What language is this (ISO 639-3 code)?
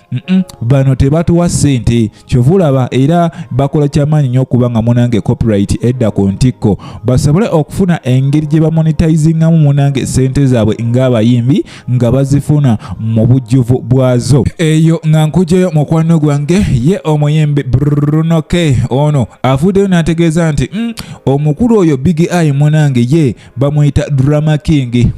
lug